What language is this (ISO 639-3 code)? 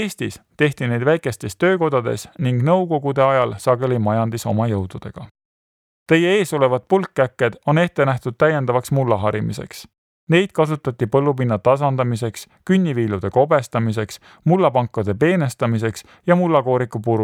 est